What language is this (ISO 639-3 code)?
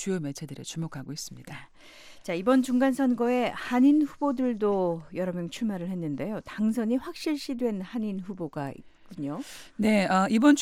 kor